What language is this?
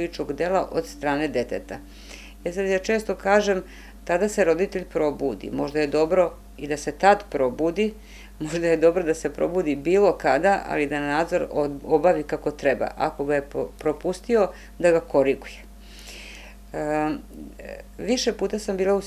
Serbian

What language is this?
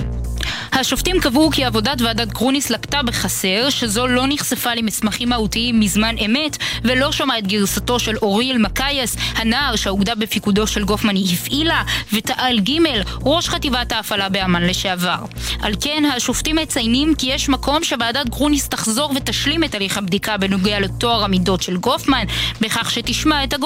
Hebrew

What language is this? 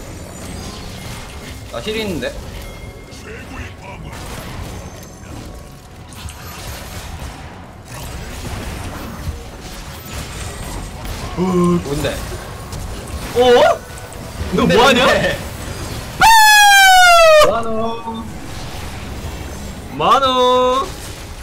Korean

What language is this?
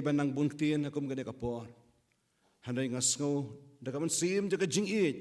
Khasi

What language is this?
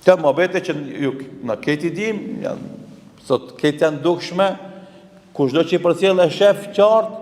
Albanian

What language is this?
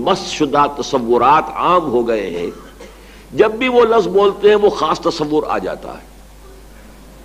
Urdu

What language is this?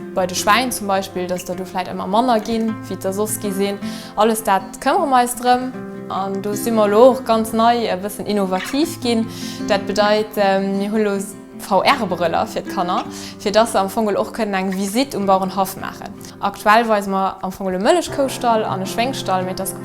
Luxembourgish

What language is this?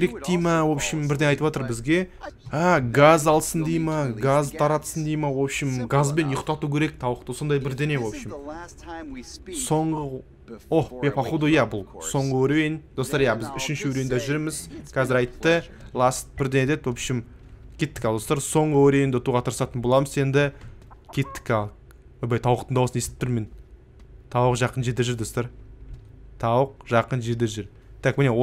Kazakh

